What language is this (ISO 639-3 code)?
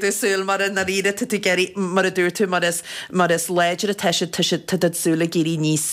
gle